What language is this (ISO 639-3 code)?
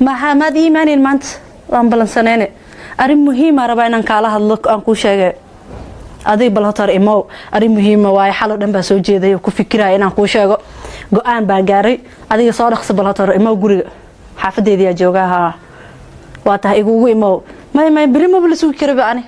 som